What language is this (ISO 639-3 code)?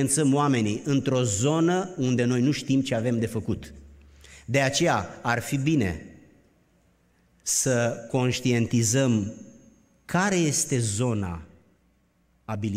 ron